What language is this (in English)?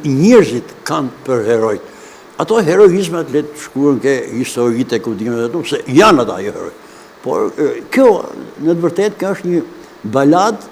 Albanian